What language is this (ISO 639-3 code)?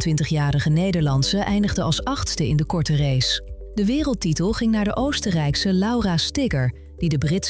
nld